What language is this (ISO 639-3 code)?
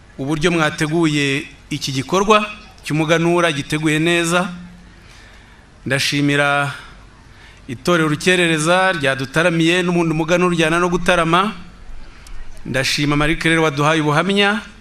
kin